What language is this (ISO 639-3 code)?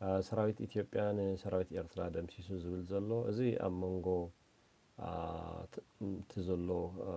tir